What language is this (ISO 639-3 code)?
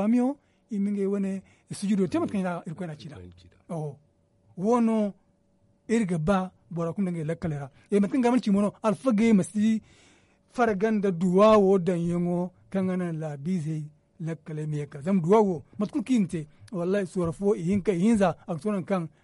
dje